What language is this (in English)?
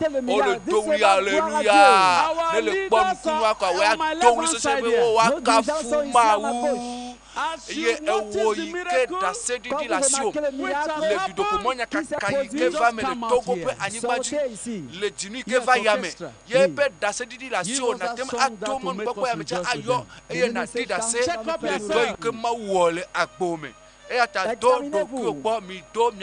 Ewe